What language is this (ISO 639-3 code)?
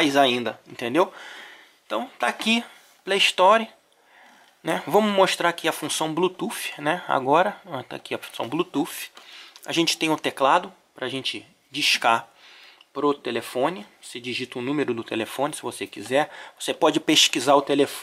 por